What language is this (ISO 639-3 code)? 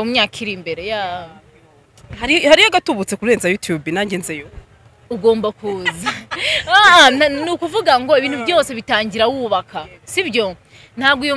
kin